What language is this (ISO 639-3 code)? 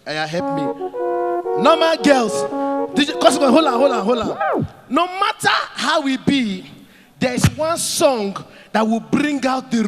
pcm